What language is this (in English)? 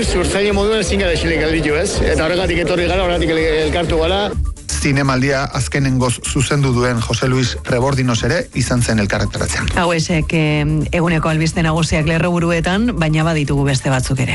Basque